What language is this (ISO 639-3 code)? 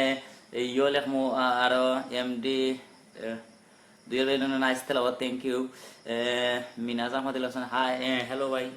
syl